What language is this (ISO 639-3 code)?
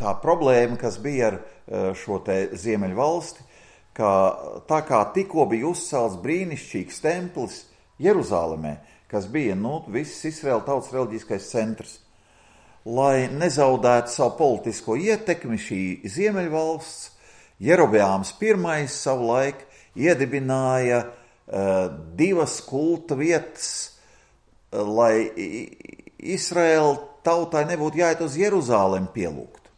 lav